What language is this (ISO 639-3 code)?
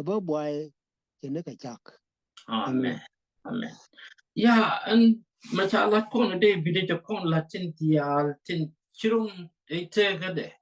nus